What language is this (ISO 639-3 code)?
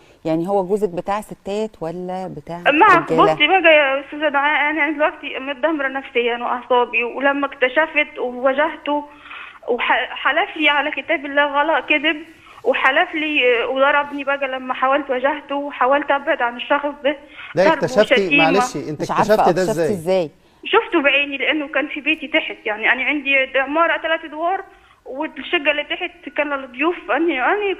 arz